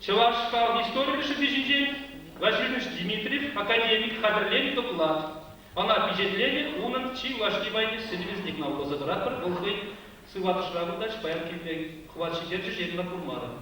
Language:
Chuvash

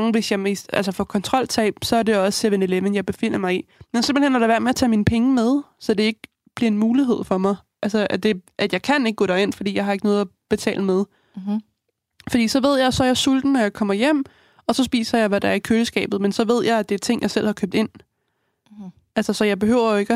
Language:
Danish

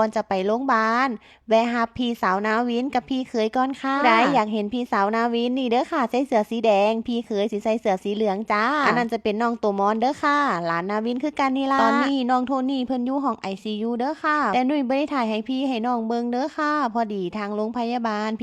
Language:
Northeastern Thai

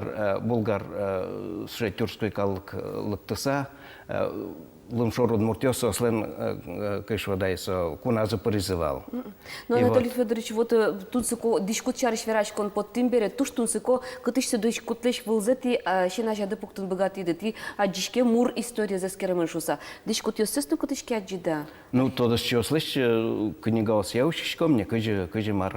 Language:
Udmurt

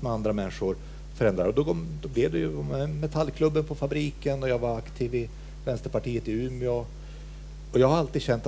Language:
Swedish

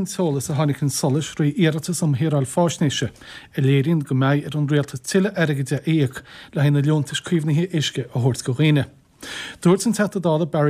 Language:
Irish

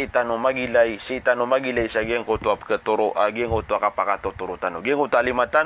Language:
Maranao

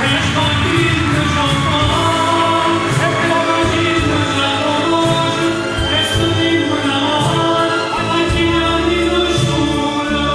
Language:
Neapolitan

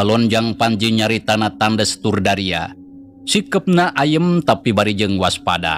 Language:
Sundanese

